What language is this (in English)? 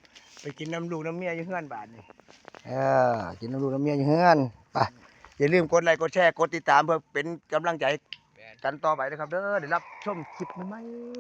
Northeastern Thai